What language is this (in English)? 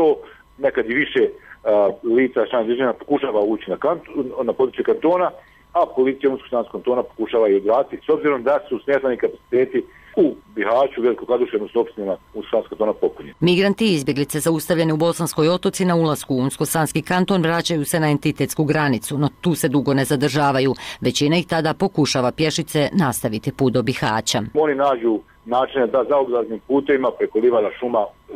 Bosnian